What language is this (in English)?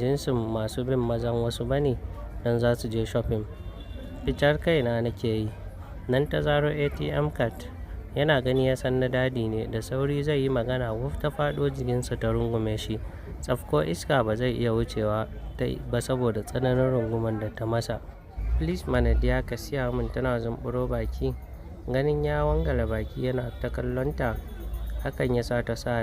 Hausa